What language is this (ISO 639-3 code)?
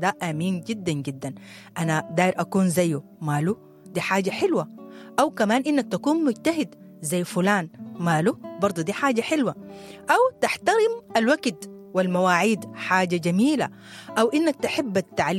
apd